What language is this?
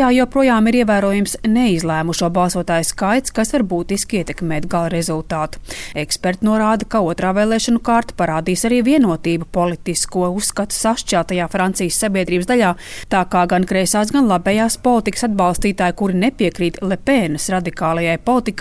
Latvian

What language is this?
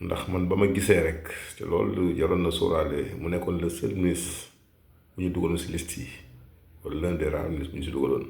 Wolof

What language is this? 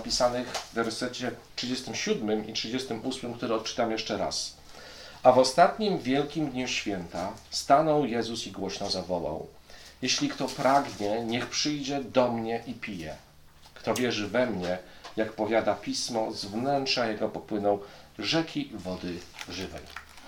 Polish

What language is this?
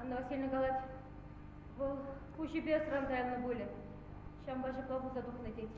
Chuvash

